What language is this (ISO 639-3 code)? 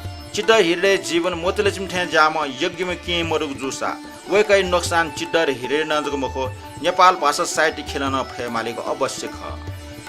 new